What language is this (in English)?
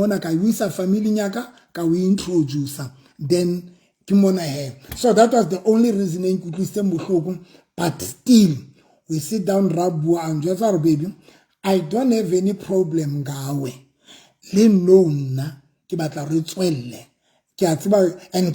Southern Sotho